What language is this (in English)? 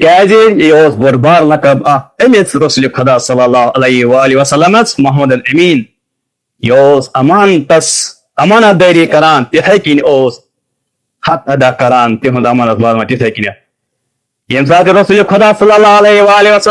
Kashmiri